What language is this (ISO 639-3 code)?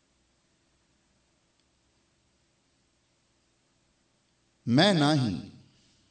pan